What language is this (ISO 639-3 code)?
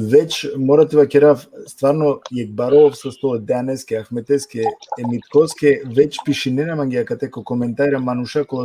rmn